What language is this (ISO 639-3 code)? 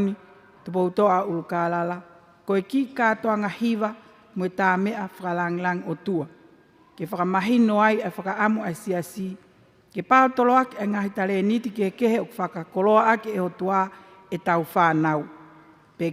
ton